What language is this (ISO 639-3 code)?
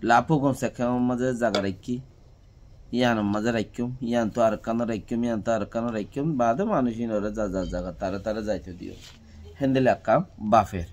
rhg